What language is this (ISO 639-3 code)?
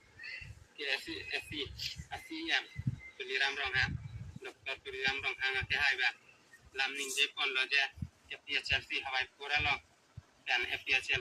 mjw